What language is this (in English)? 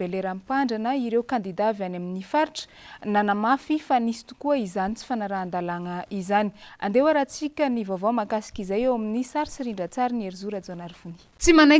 Malagasy